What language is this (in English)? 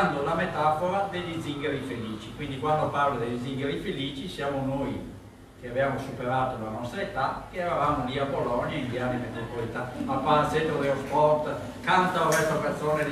Italian